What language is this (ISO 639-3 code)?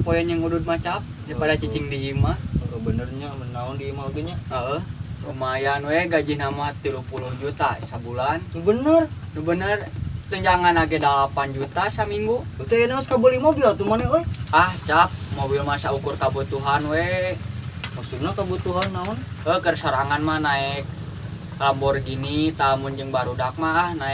sun